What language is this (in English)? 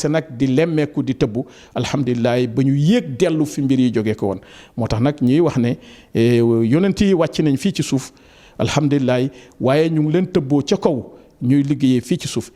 Wolof